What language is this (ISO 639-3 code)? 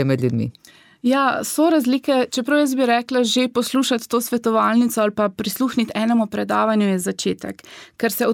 slv